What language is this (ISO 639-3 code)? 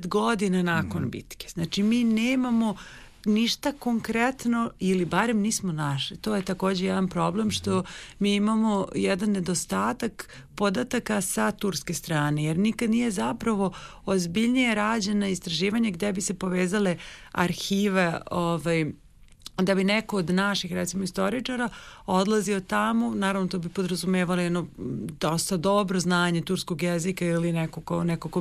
srp